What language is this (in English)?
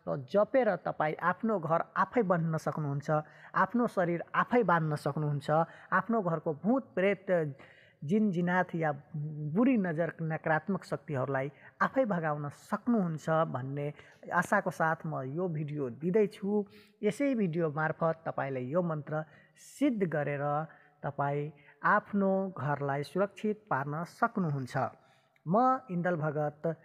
Nepali